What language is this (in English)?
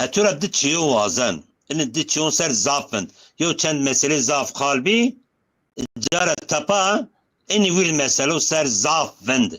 Zaza